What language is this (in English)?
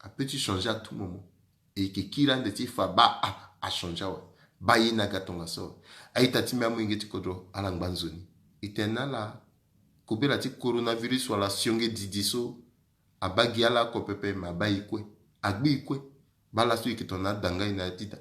Sango